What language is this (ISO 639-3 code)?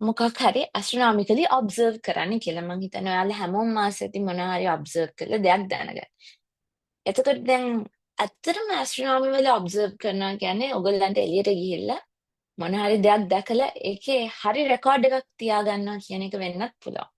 sin